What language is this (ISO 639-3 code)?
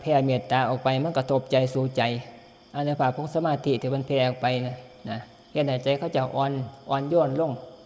tts